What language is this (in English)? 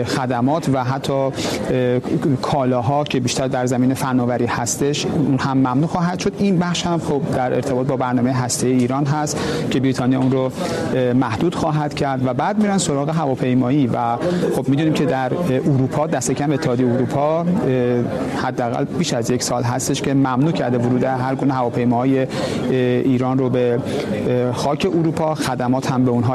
Persian